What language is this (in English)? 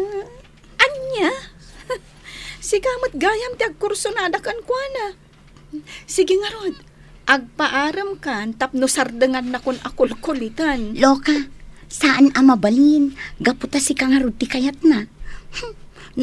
Iloko